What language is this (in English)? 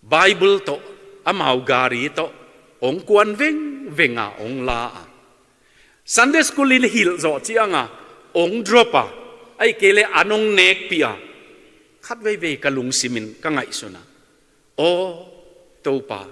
Tedim Chin